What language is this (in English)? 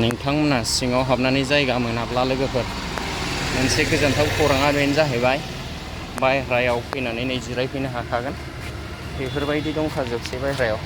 Bodo